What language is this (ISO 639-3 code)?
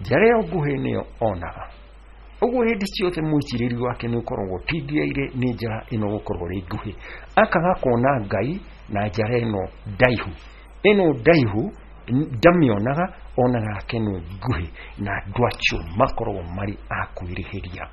kik